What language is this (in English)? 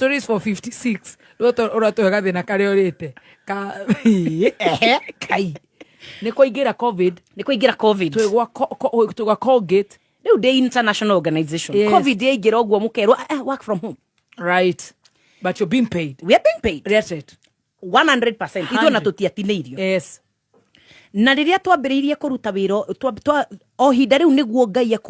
Kikuyu